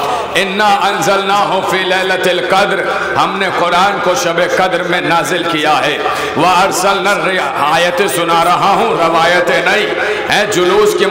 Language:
Urdu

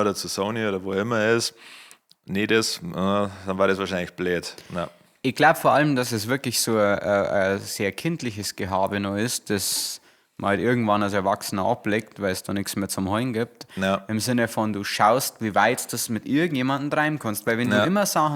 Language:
Bavarian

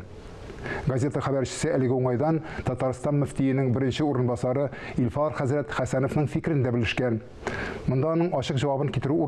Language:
Tatar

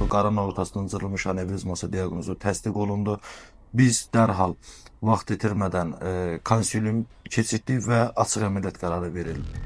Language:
Azerbaijani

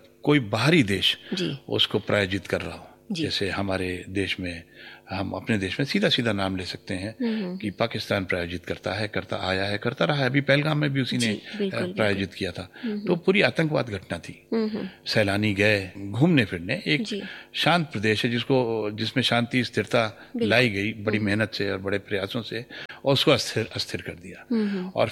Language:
Hindi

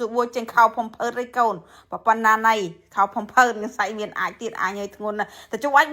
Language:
Khmer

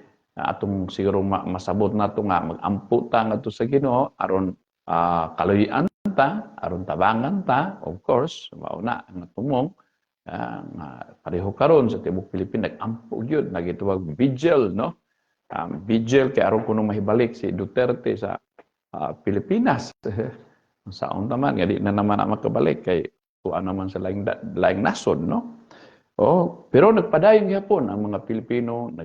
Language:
Cebuano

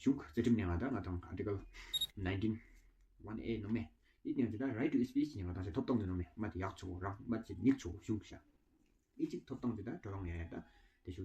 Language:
Tawang Monpa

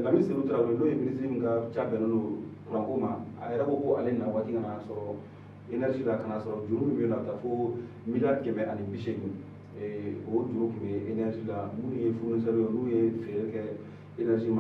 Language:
Bambara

